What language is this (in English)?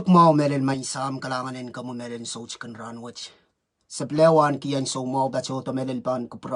Pohnpeian